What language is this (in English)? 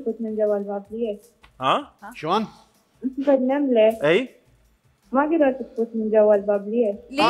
Mesopotamian Arabic